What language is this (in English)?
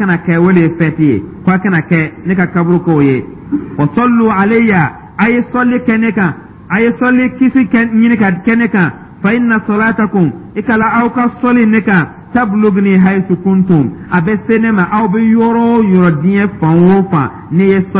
Dyula